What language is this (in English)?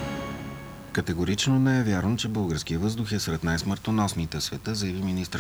Bulgarian